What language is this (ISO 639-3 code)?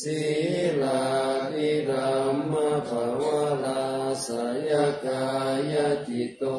pli